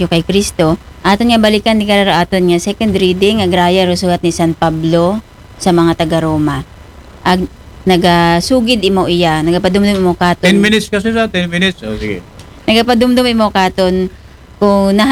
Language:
Aklanon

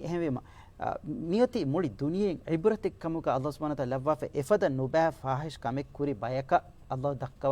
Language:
Divehi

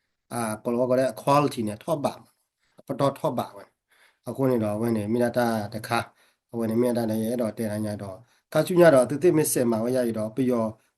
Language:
S'gaw Karen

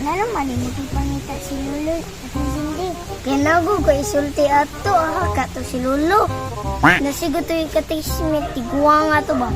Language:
Cebuano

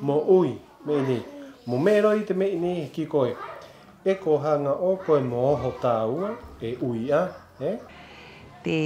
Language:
Rapanui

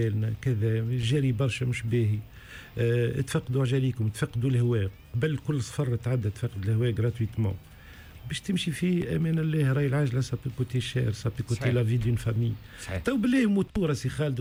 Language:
Tunisian Arabic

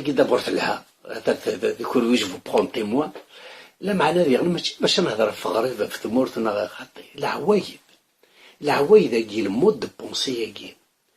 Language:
Kabyle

